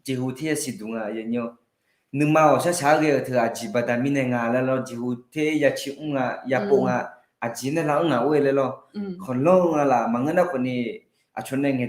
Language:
Akha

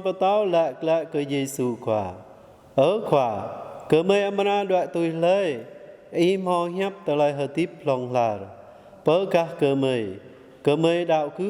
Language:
Jarai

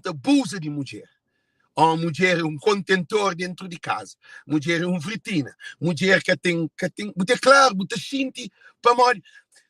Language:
Kabuverdianu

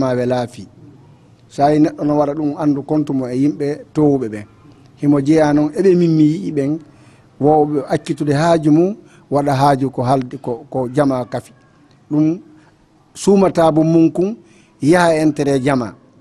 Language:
Fula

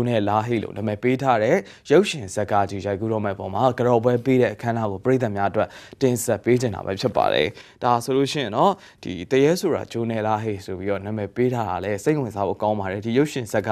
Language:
Burmese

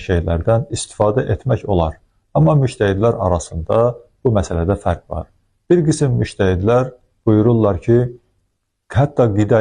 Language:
Azerbaijani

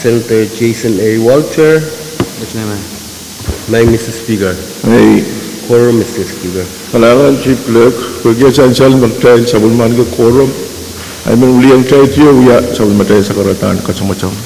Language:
Pohnpeian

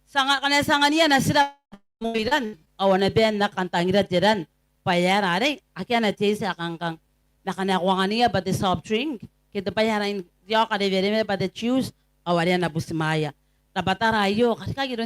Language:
Gilbertese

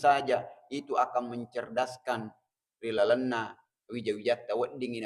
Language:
Buginese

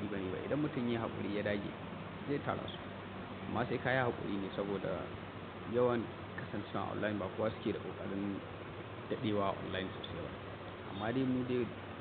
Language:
Hausa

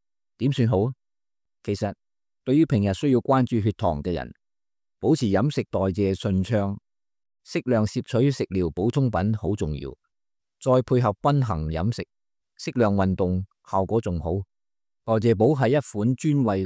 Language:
Cantonese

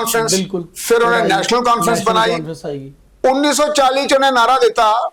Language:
Dogri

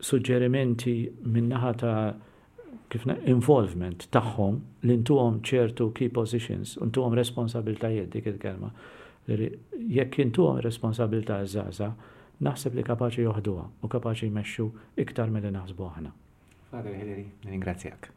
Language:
Maltese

